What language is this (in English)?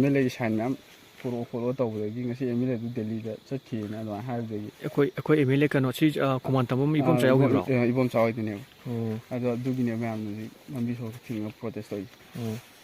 Manipuri